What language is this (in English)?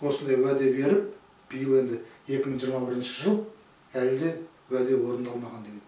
Kazakh